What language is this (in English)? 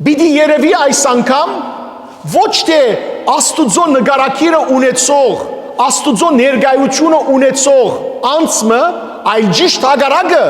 Western Armenian